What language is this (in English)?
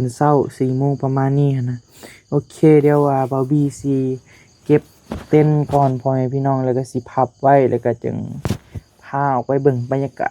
Northeastern Thai